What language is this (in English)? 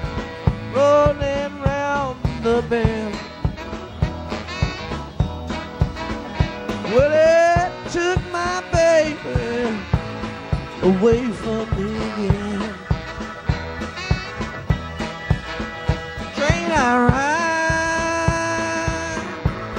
English